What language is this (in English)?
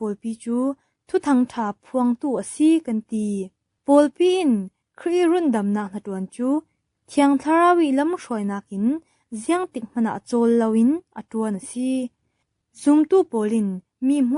Falam Chin